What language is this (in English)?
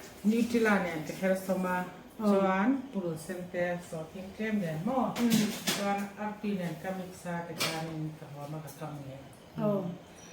Mizo